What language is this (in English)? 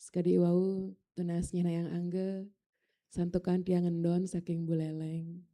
Balinese